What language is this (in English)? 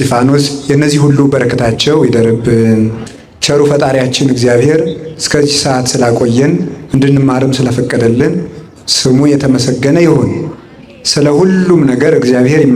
Amharic